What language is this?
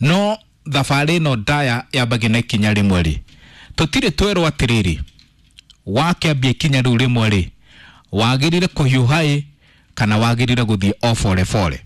Kikuyu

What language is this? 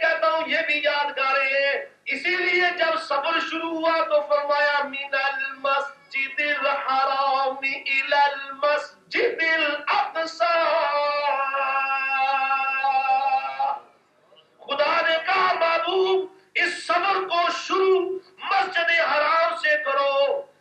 Urdu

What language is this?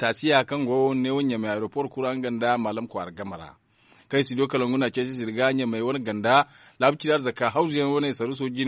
Zarma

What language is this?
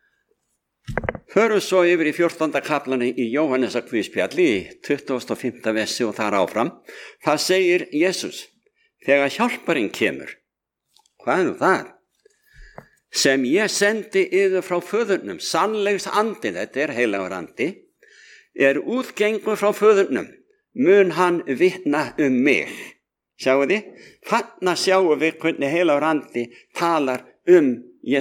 Icelandic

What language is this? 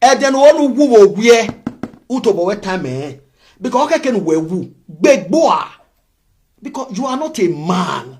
Nigerian Pidgin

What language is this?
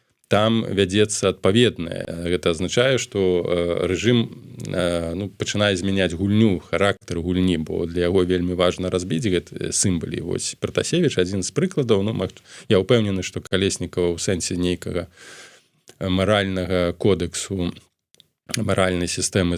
Belarusian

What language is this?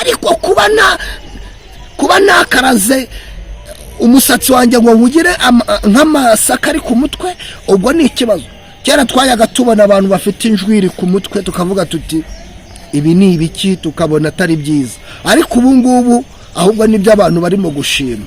Kinyarwanda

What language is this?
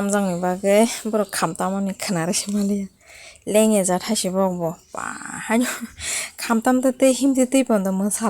Kok Borok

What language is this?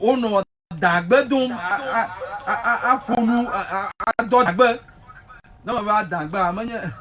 Ewe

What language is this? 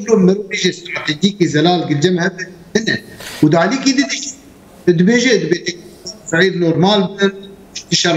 Kurdish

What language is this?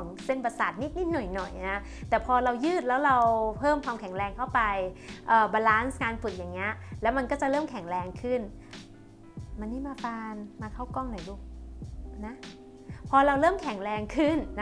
Thai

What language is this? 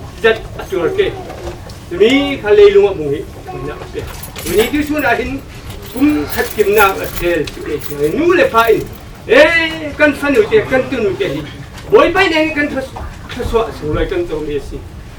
Falam Chin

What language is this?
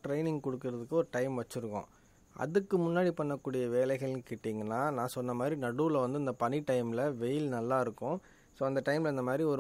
Tamil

